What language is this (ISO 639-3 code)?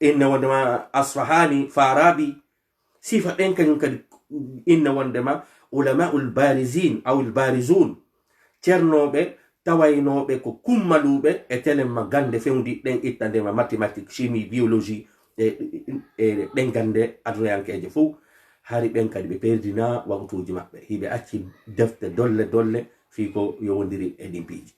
ful